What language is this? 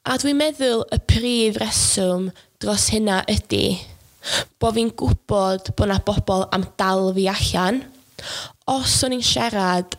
Welsh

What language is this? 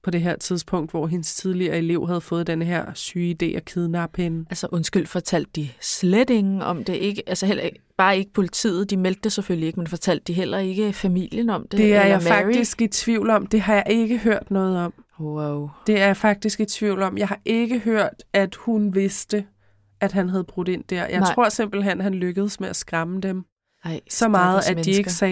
Danish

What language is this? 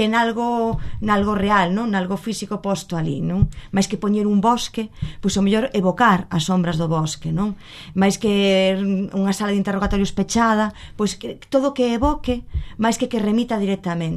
Galician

